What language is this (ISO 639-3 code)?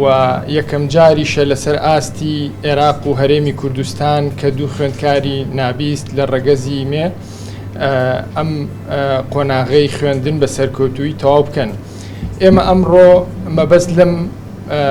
ckb